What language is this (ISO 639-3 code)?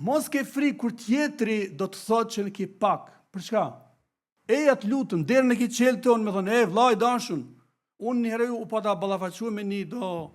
sqi